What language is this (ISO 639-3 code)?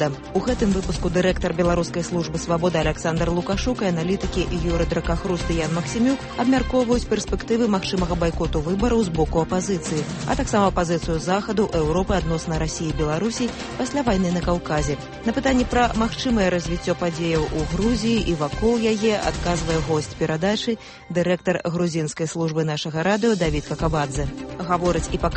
bel